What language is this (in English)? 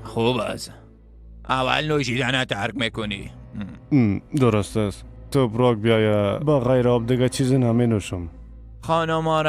Persian